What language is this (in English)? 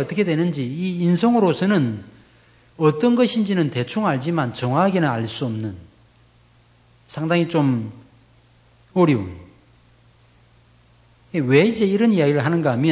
Korean